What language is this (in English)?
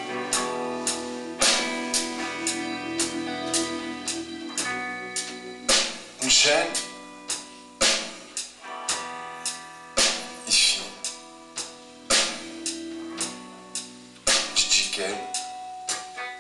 French